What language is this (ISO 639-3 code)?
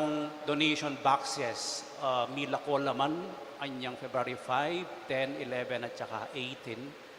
pam